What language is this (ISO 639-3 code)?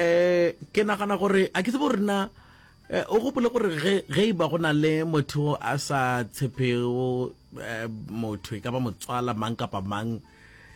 nso